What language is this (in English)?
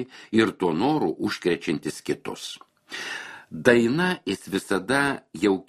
Lithuanian